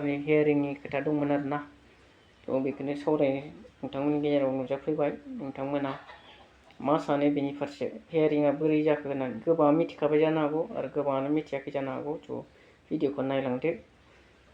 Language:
Bodo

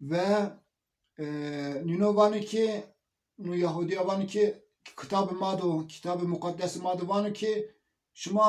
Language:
Zaza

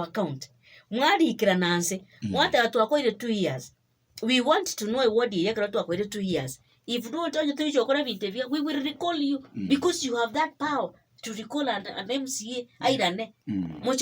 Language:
Gusii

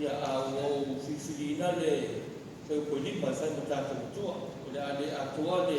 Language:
Samoan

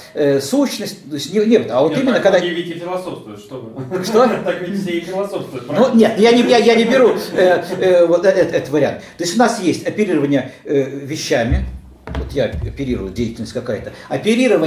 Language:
Russian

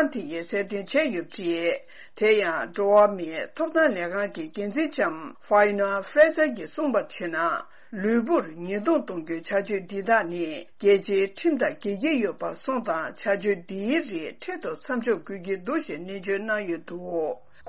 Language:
Tibetan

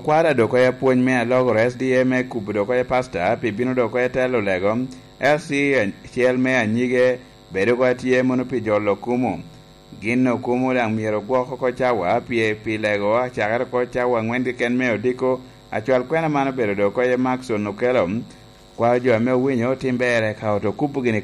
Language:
Lango (Uganda)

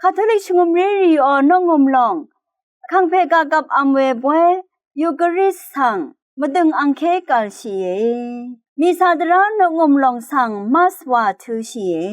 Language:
Rawang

